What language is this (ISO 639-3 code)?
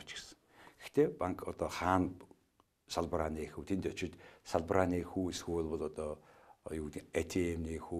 mon